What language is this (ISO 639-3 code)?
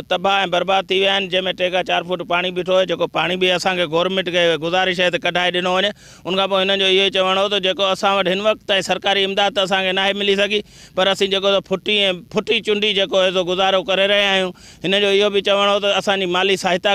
snd